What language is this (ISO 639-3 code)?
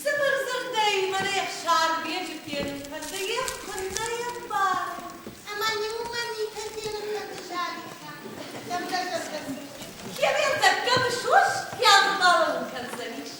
oss